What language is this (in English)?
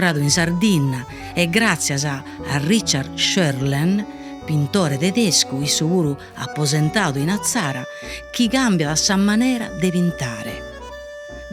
Sardinian